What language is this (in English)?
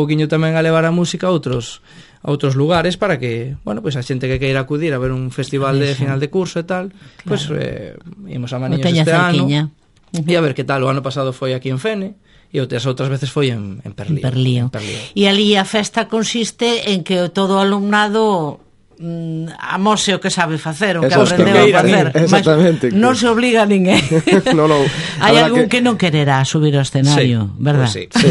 Galician